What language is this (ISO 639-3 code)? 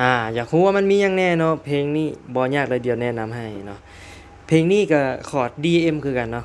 lao